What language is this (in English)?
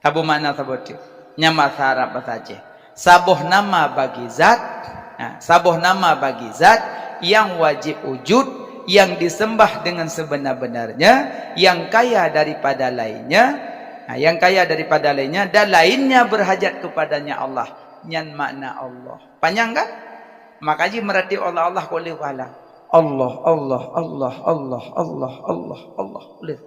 Achinese